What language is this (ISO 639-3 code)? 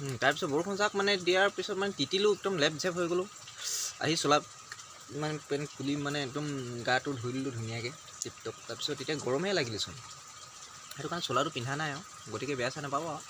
asm